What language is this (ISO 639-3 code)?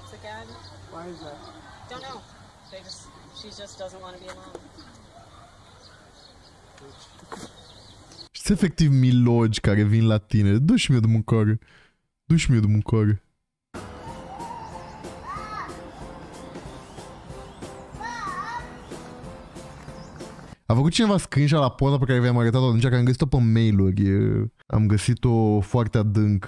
ron